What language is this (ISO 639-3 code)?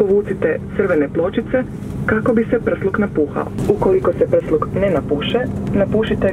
hrv